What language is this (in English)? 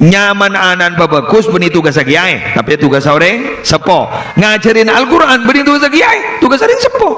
Madurese